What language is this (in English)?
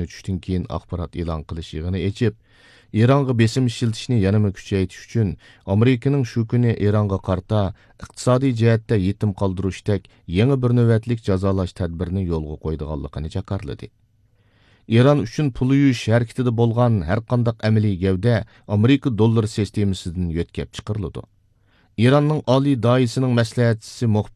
Uyghur